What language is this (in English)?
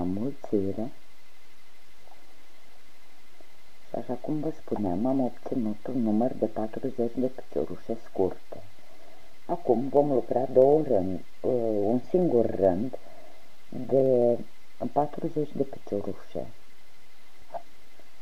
Romanian